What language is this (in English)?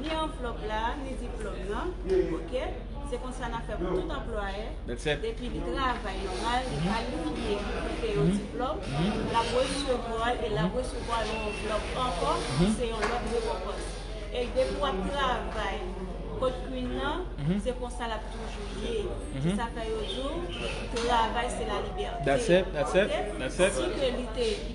Haitian Creole